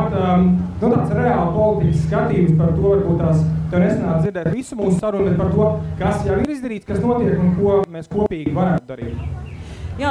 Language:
Latvian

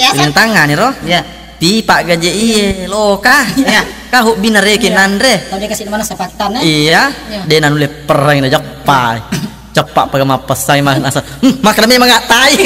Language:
Buginese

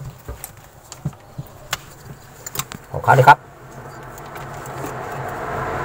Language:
Thai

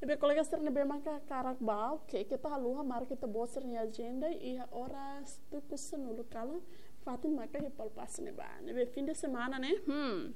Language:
Tetum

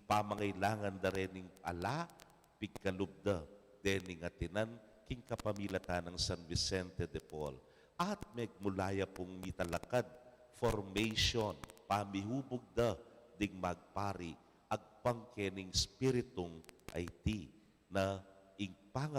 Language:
Pampanga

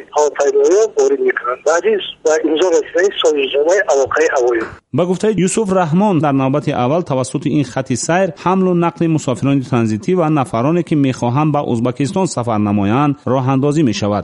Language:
Tajik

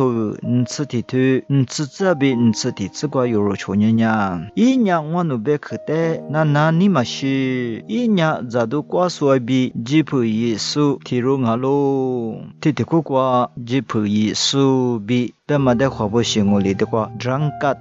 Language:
Lisu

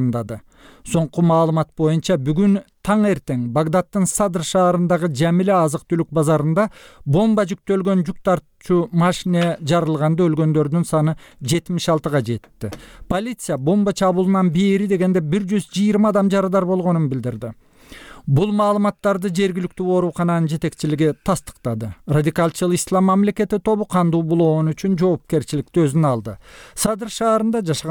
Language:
Kyrgyz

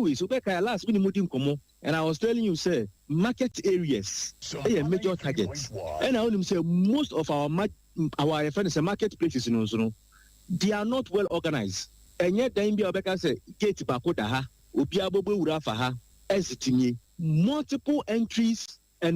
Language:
Akan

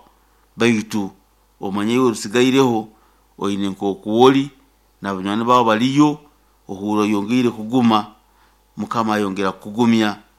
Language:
Nyoro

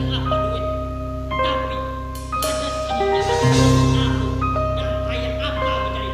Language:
Banjar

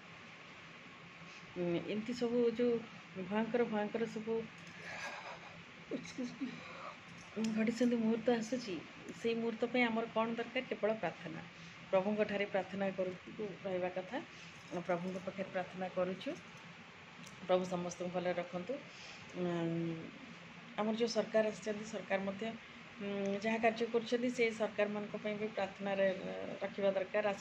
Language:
Odia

